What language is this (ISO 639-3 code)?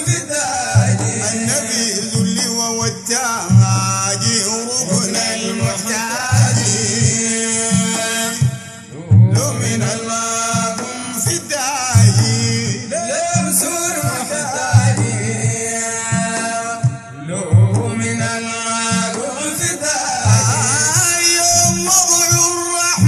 ara